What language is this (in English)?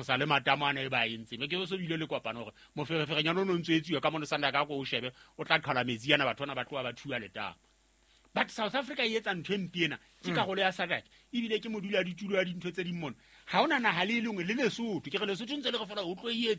Southern Sotho